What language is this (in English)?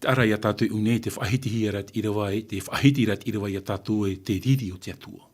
Tahitian